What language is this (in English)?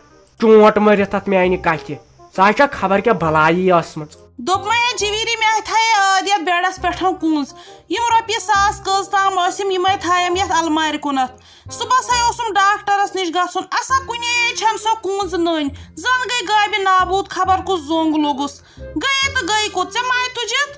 Kashmiri